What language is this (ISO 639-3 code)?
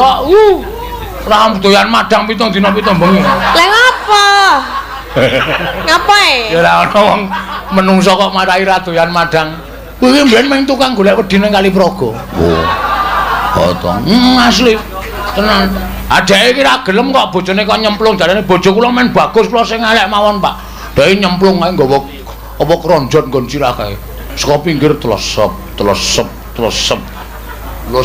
jav